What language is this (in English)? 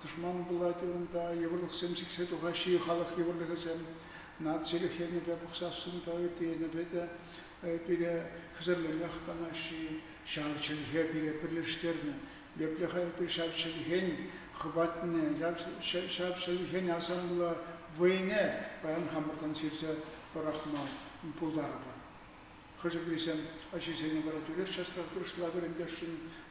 Chuvash